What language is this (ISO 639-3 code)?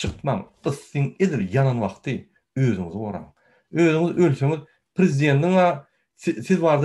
tuk